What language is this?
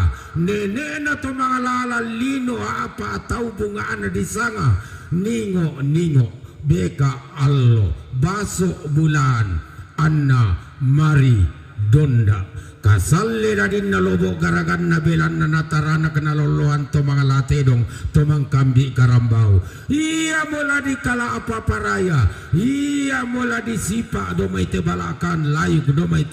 Toraja-Sa'dan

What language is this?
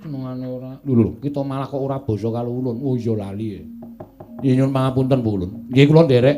Javanese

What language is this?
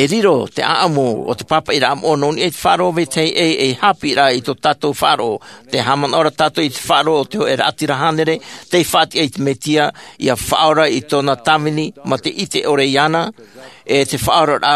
Tahitian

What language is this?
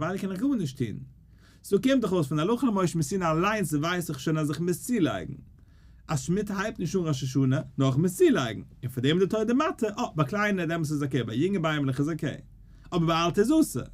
Yiddish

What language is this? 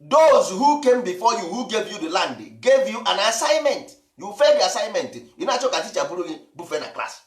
Igbo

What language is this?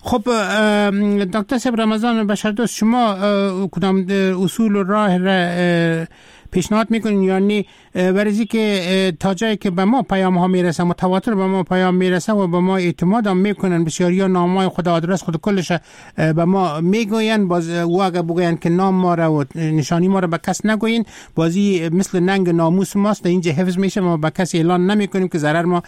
Persian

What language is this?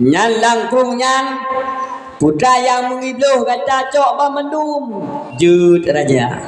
Achinese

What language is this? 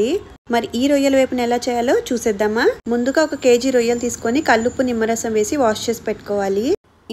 Telugu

